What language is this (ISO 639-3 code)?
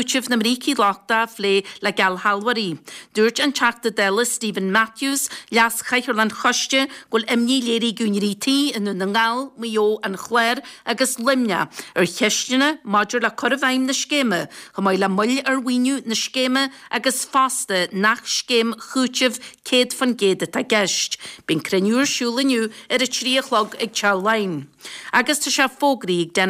gle